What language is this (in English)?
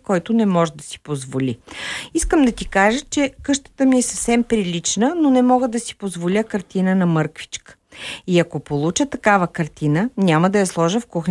Bulgarian